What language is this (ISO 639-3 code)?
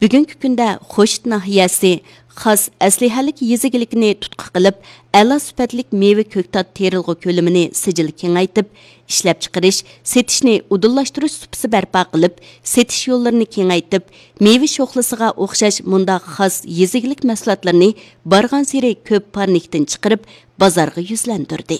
uig